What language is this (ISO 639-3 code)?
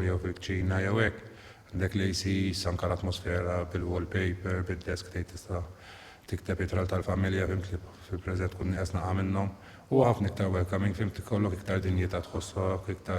mlt